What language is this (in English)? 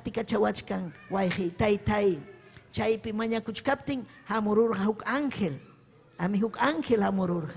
Ayacucho Quechua